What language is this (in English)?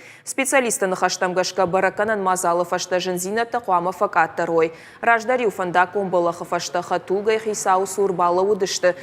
Ossetic